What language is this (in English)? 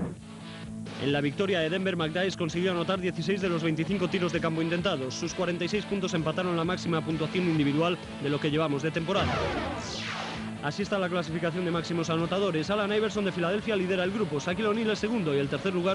Spanish